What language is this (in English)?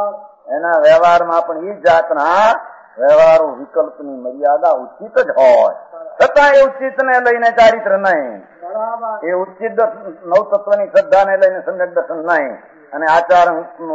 Gujarati